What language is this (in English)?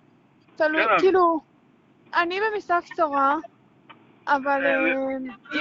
Hebrew